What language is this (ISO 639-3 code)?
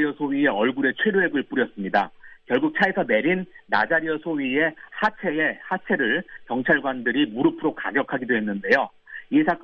kor